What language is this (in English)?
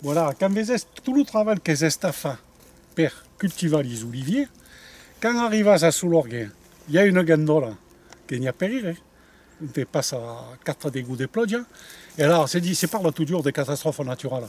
Occitan